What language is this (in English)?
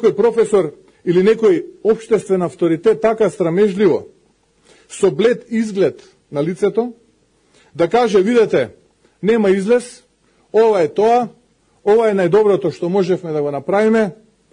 Macedonian